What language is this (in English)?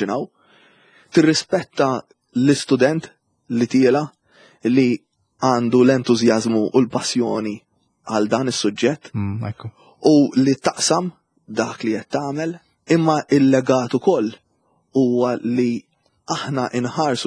Maltese